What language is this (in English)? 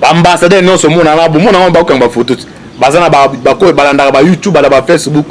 Lingala